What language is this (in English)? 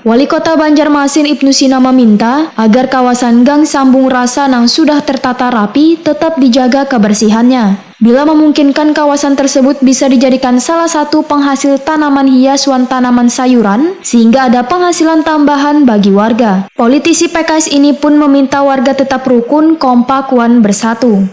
Banjar